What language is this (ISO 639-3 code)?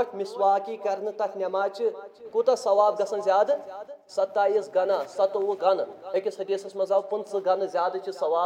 kas